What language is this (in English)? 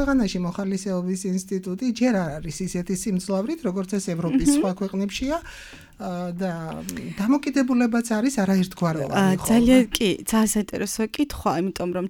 Georgian